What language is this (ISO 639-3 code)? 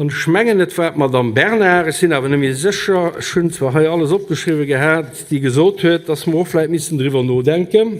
ltz